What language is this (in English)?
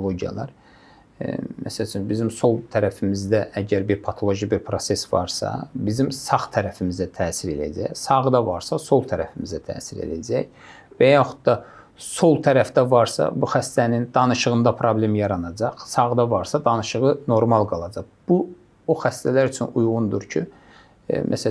Azerbaijani